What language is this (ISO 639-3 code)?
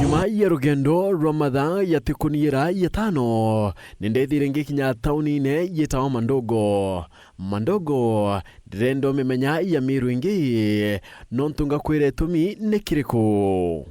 mer